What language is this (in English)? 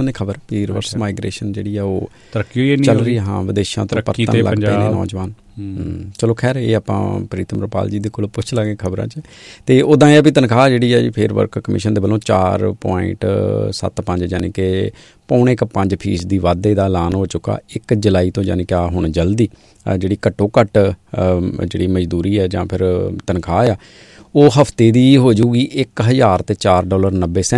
Punjabi